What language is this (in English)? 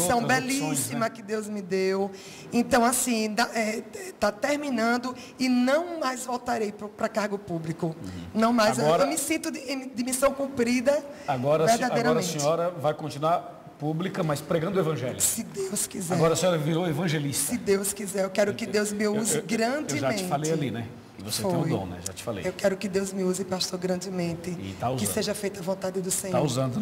Portuguese